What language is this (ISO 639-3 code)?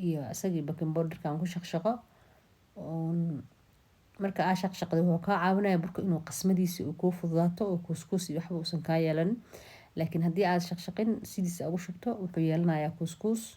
som